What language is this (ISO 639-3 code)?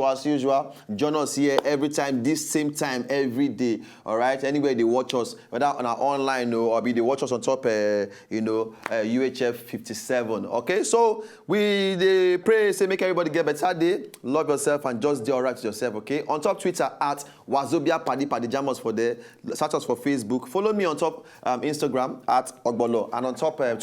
pcm